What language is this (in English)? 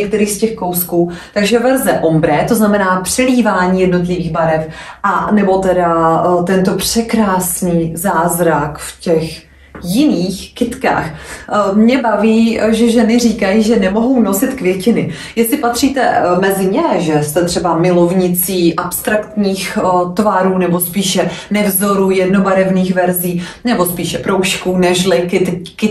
Czech